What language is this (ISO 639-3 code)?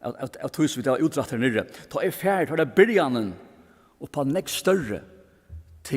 fao